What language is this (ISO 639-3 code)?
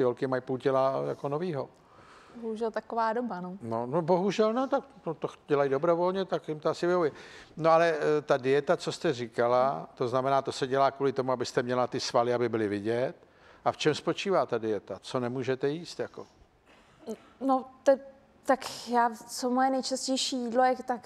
ces